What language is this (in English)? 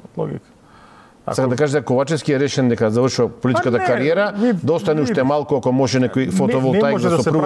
Macedonian